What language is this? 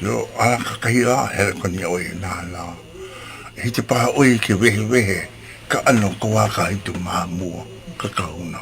Hawaiian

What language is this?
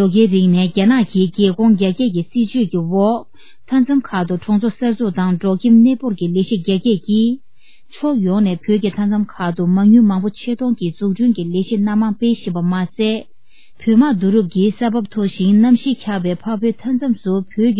Tibetan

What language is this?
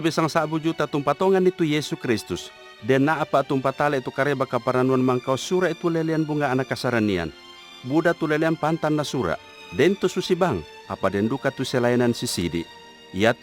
Toraja-Sa'dan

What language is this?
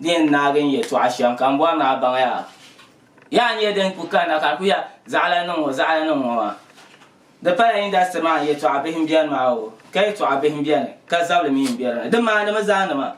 Dagbani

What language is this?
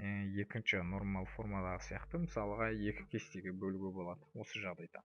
Kazakh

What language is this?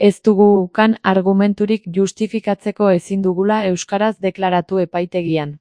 Basque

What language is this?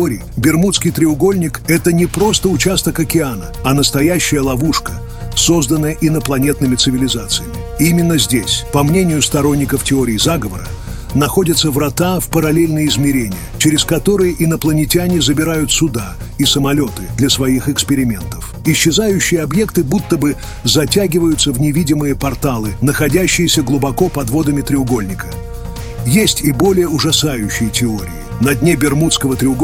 Russian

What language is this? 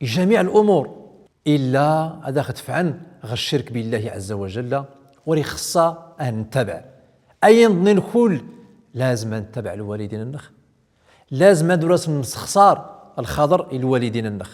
Central Atlas Tamazight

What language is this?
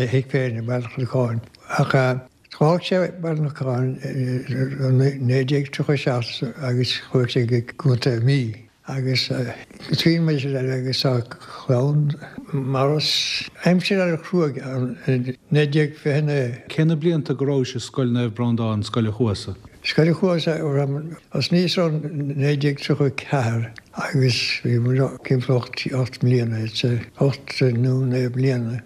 Irish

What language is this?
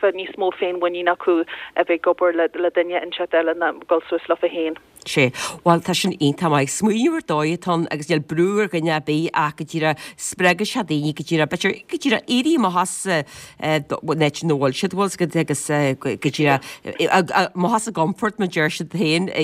Irish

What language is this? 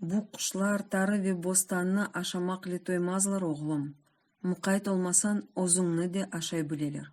Crimean Tatar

